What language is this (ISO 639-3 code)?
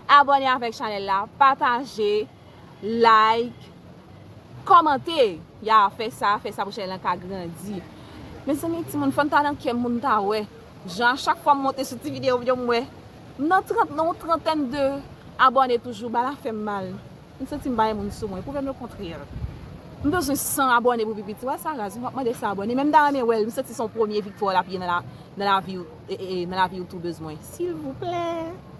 hat